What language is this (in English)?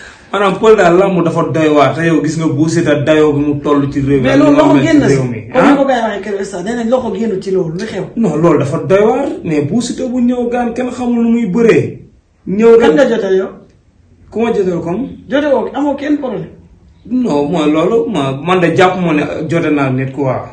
Wolof